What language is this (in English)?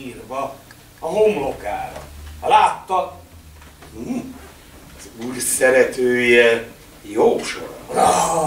Hungarian